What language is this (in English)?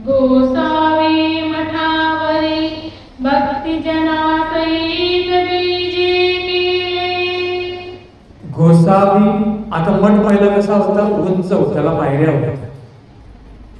Marathi